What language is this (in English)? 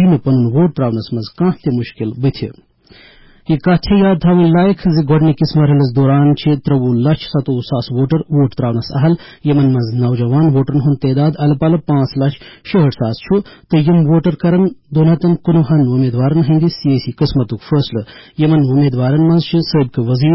Kashmiri